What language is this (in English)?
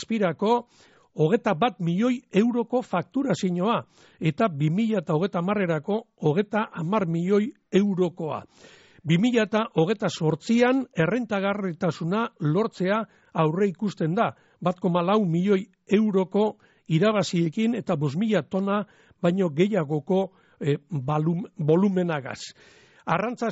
Basque